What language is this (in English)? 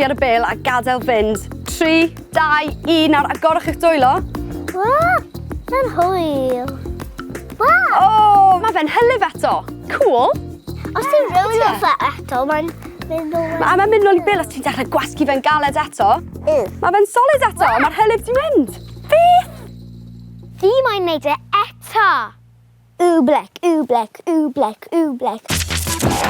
Welsh